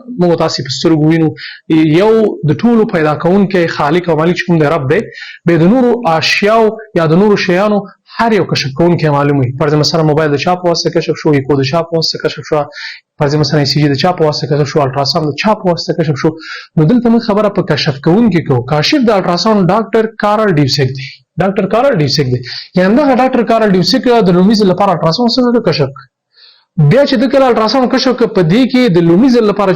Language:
Pashto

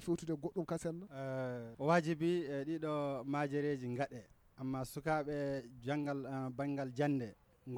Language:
Nigerian Fulfulde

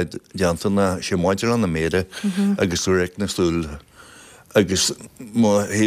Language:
Irish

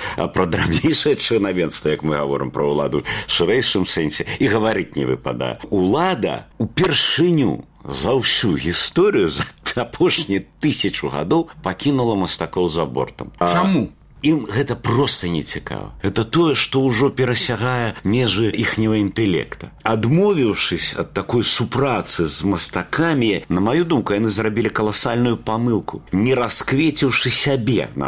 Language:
Belarusian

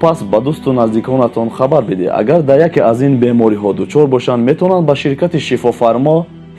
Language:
Tajik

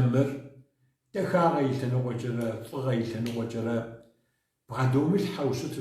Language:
Kabardian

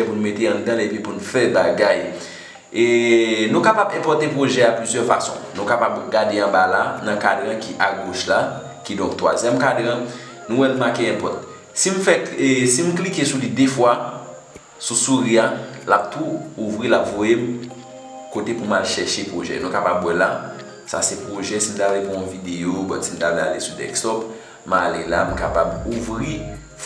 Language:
Haitian Creole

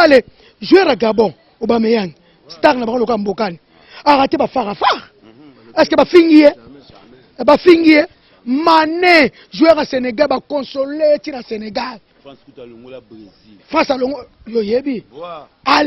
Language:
Lingala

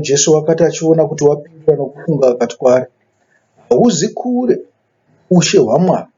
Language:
Shona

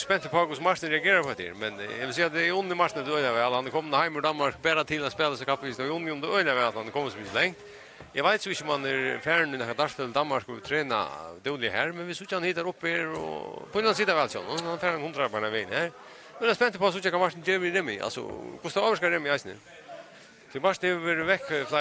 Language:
Faroese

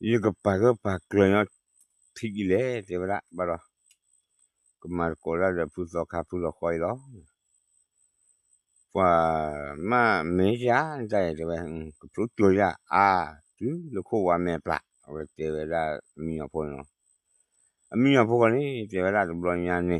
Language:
S'gaw Karen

